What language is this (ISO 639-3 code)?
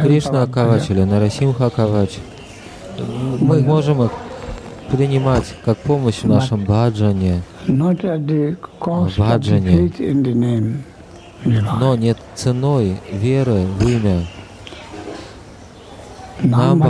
rus